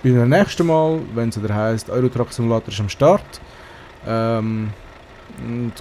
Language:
Swiss German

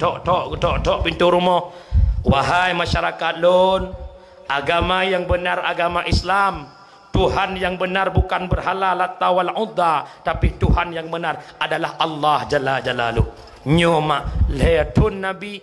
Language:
Achinese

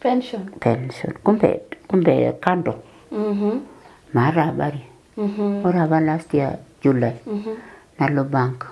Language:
Masai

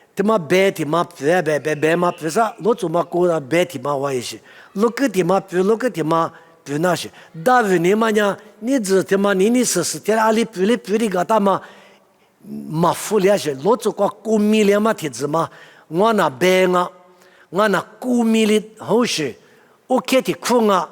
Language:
Lisu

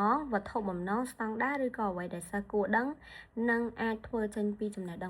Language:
Khmer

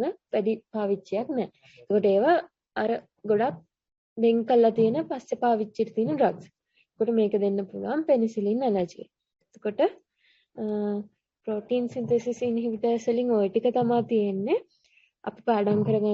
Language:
Sinhala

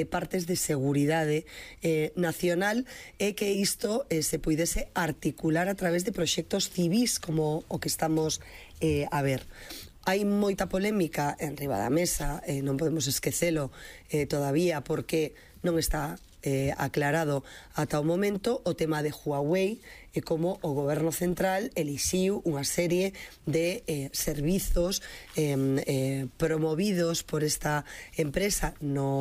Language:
Galician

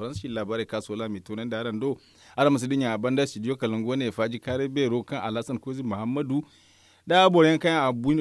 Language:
Zarma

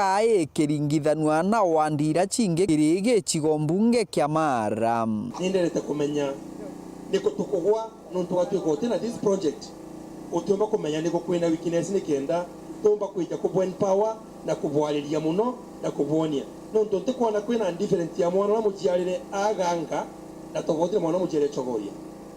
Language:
Meru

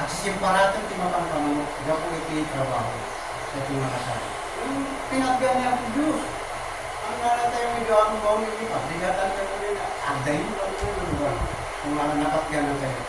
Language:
Iloko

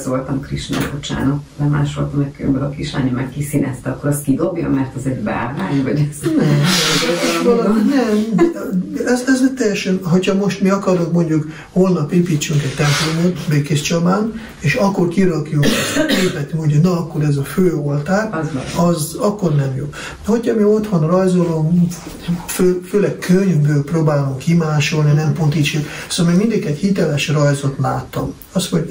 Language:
Hungarian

